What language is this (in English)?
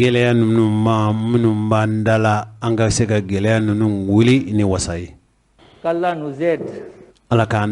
Bambara